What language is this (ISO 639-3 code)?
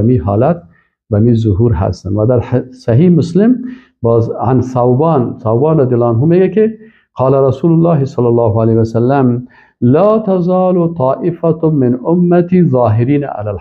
fas